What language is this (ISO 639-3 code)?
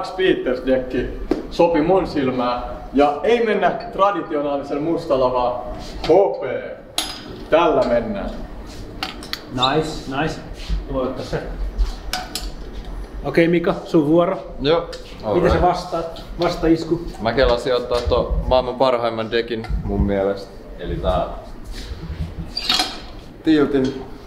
fin